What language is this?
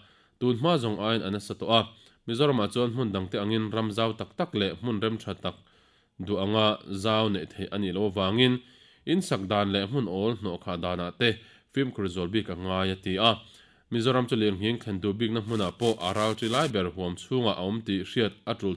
Mizo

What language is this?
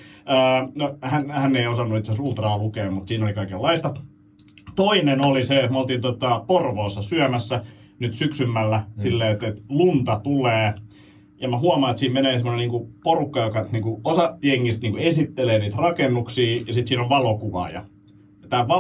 Finnish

